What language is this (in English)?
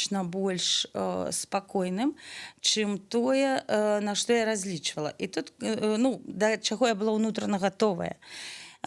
Belarusian